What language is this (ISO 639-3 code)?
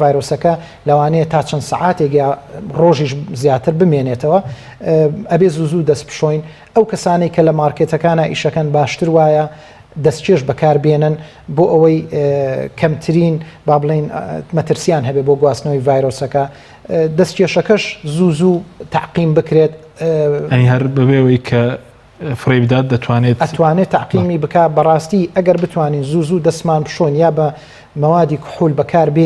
ckb